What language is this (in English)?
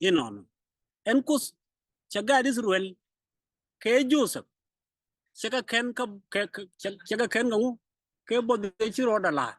Nuer